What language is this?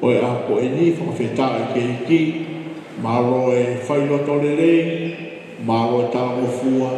Tongan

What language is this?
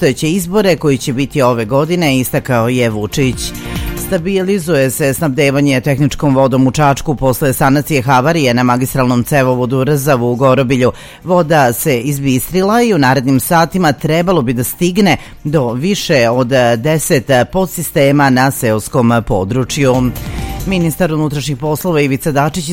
Serbian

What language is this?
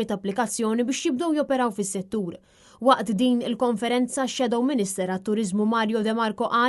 Maltese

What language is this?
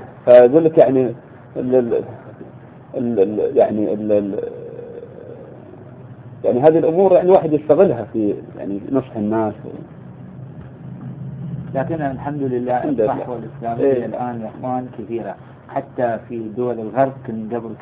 Arabic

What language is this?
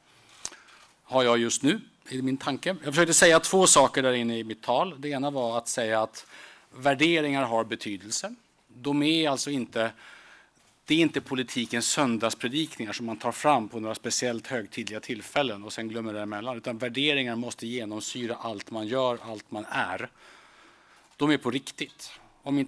Swedish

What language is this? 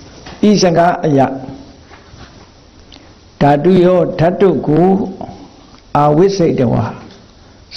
Burmese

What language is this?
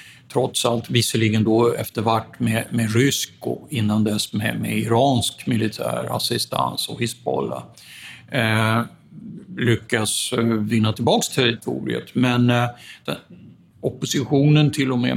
Swedish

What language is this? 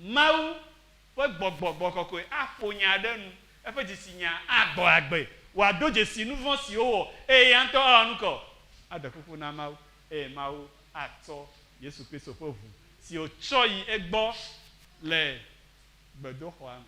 Ewe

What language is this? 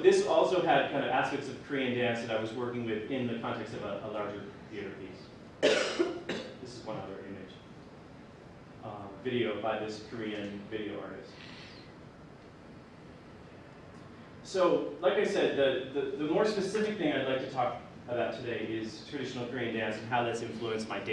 English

